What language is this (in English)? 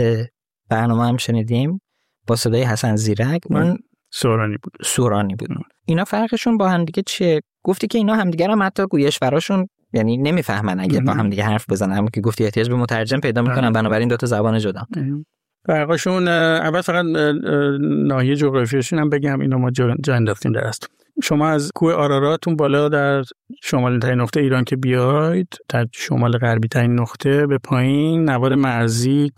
Persian